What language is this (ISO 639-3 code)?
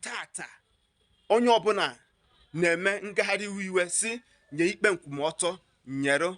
ibo